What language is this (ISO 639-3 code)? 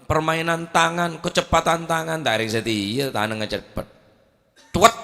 mad